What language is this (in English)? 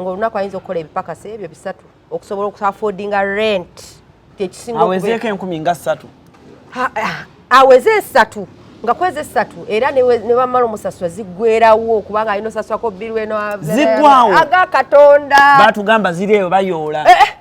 Ganda